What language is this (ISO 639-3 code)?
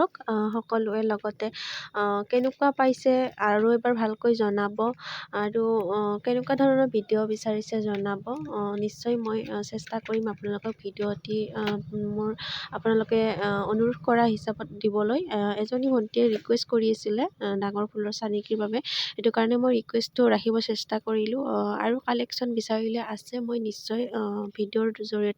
asm